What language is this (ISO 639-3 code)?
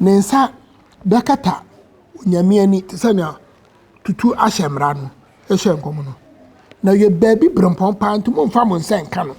aka